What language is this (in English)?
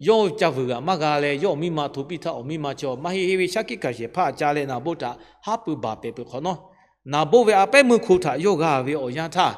Lahu